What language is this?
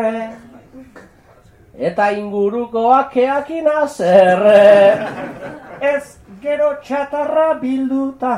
Basque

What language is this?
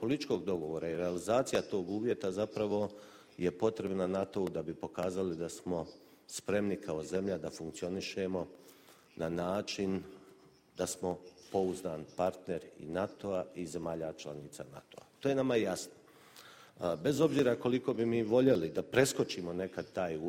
Bosnian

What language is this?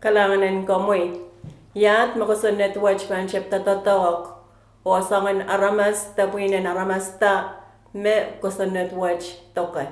Pohnpeian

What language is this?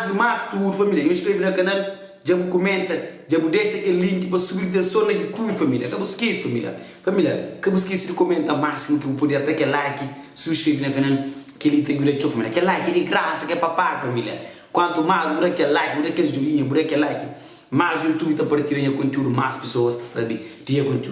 Kabuverdianu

